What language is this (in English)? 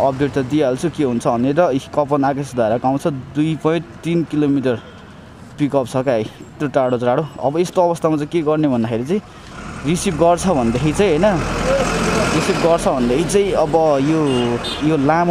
Nepali